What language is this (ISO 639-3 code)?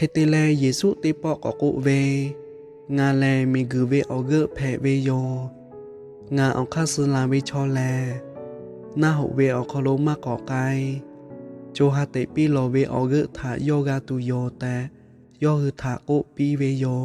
lhu